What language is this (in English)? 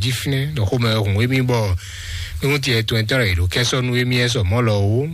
Fon